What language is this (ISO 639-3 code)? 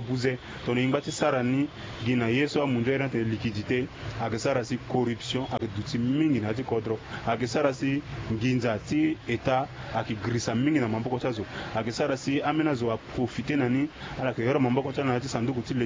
sag